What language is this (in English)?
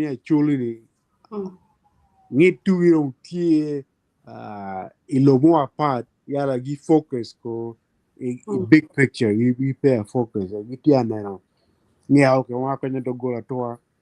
Acoli